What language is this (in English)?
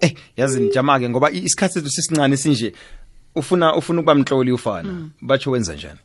South Ndebele